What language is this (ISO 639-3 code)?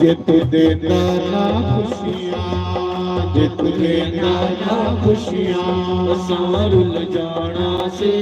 doi